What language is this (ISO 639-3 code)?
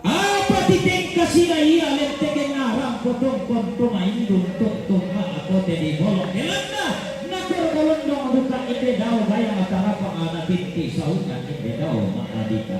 sda